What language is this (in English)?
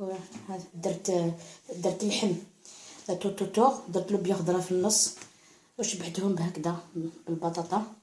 Algerian Arabic